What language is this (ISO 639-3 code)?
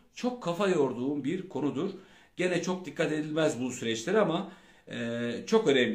tur